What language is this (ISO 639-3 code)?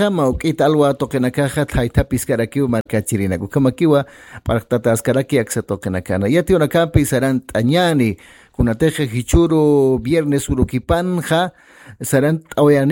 aym